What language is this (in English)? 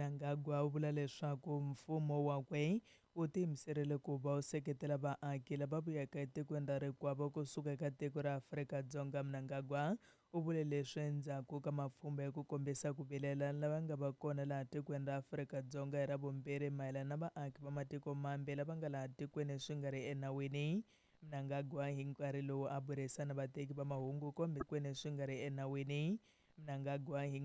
Tsonga